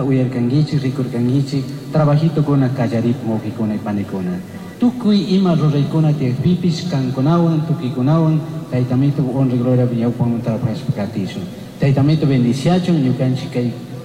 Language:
Chimborazo Highland Quichua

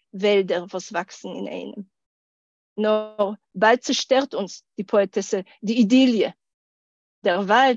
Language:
Yiddish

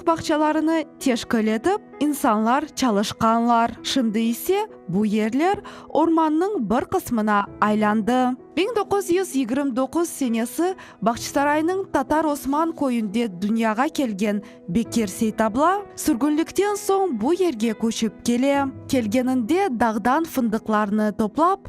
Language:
Crimean Tatar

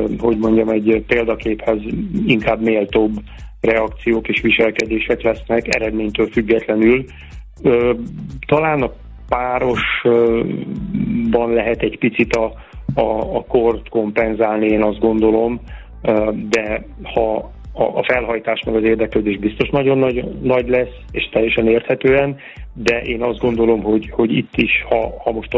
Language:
Hungarian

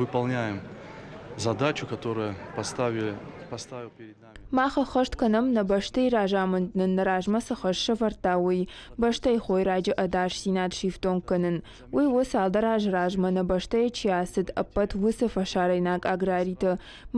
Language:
Ossetic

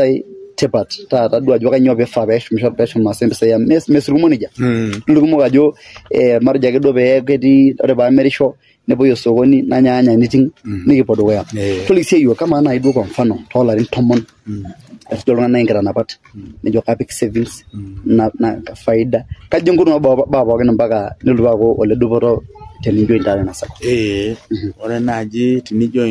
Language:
Masai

